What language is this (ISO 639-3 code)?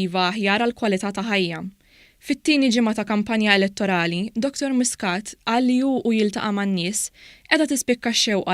mlt